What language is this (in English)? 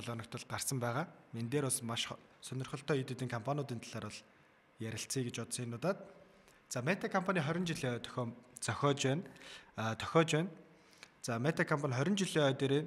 Mongolian